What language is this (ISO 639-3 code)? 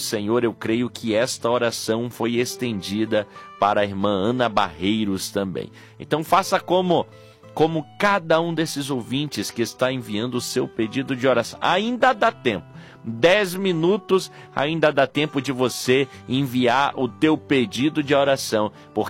por